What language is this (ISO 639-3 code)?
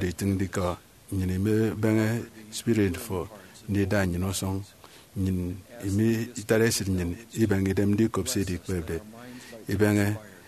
efi